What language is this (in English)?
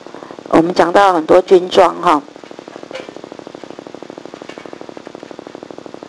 Chinese